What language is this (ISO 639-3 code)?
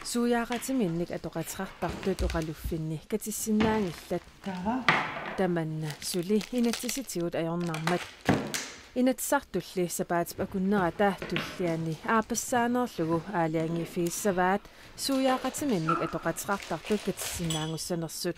kal